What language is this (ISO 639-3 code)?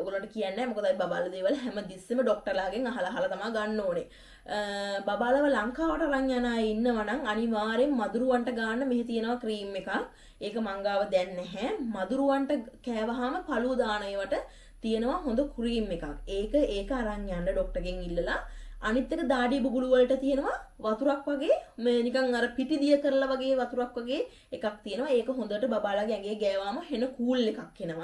sin